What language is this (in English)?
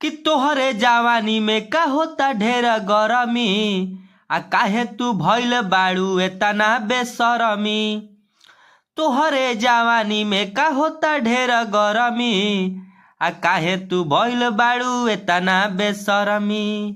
Bhojpuri